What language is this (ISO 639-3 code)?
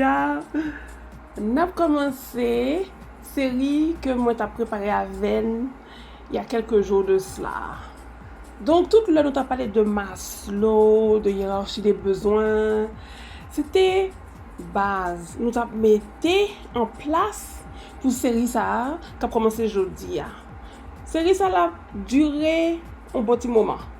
hat